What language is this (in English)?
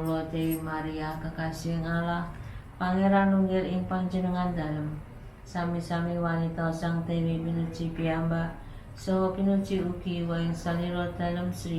Javanese